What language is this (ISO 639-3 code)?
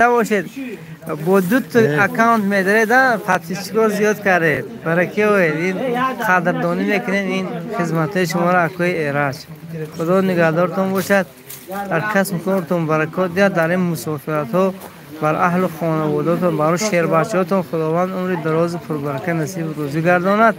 tgk